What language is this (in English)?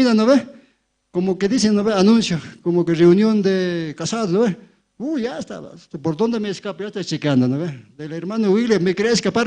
Aymara